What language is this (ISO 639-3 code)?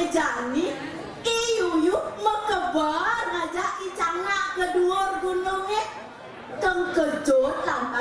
ban